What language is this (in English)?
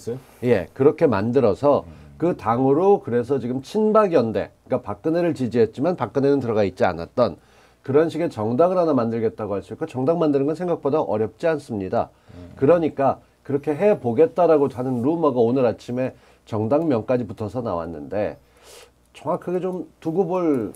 Korean